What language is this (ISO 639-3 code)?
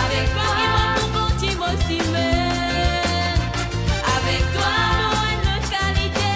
mfe